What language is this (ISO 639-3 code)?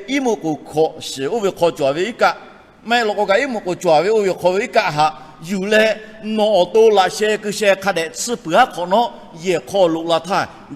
lhu